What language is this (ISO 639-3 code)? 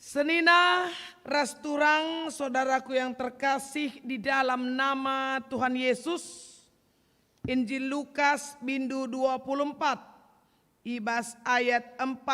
btx